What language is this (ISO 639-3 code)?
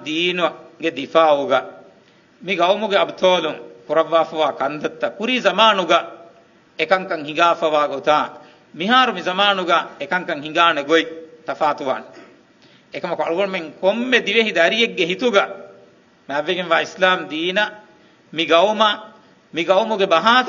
div